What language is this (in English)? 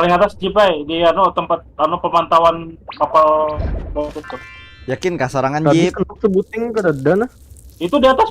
Banjar